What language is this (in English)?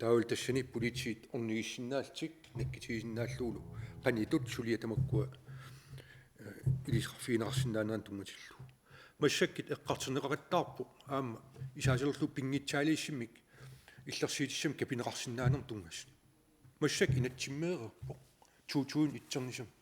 Kalaallisut